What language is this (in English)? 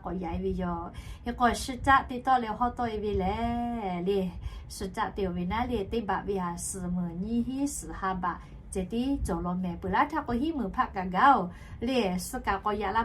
Lahu